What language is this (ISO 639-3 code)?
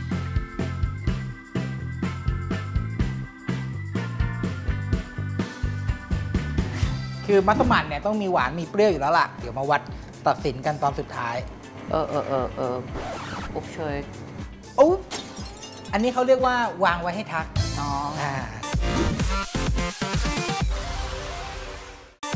tha